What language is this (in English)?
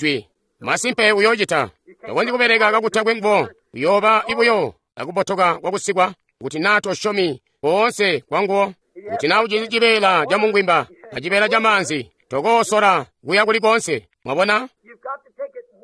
Tonga (Zambia)